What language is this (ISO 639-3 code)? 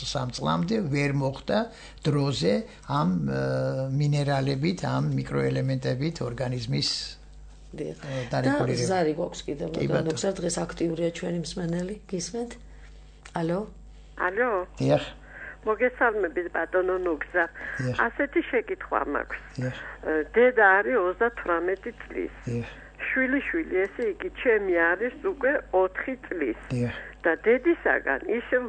kat